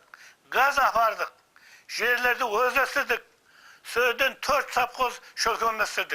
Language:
Kara-Kalpak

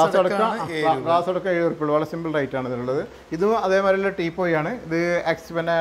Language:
Malayalam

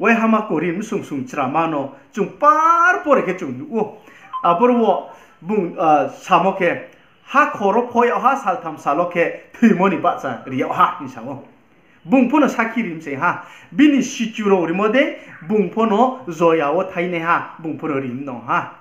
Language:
Riang (India)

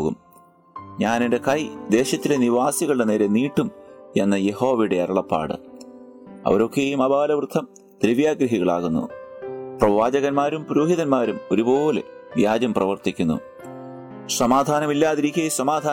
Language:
Malayalam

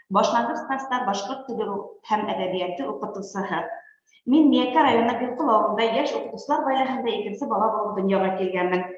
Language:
Bashkir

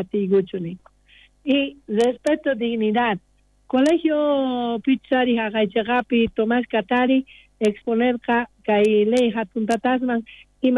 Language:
South Bolivian Quechua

